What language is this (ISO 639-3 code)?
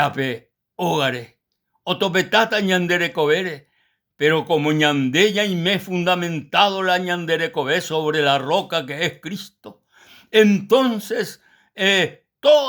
grn